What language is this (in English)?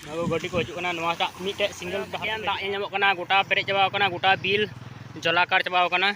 Santali